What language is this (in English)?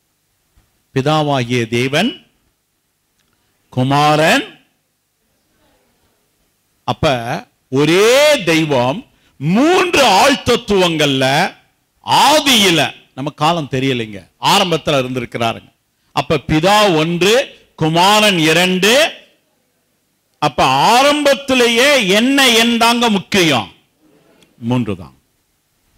Tamil